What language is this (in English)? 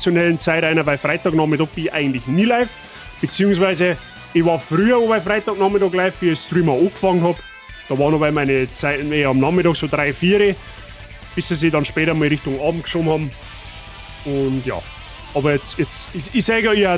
Bavarian